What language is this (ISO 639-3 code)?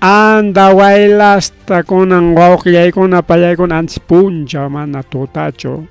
quy